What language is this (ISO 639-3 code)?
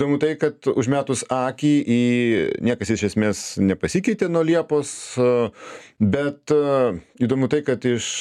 lit